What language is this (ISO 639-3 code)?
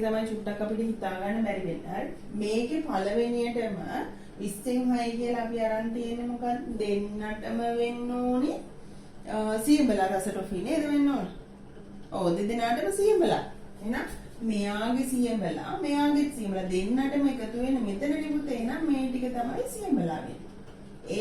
sin